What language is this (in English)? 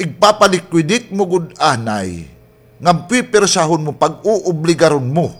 Waray